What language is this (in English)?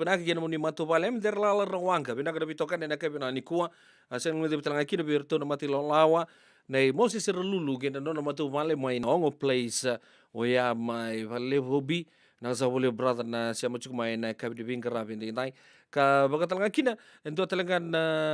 Fijian